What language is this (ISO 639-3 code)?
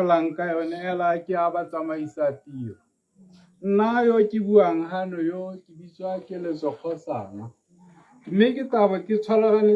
tsn